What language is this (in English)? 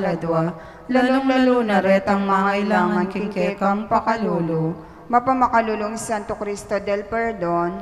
Pampanga